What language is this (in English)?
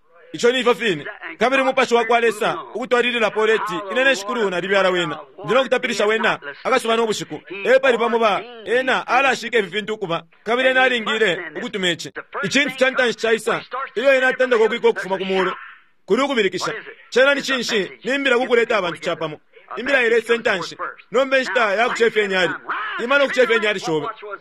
Bemba